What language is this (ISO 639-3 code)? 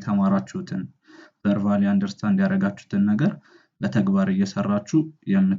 amh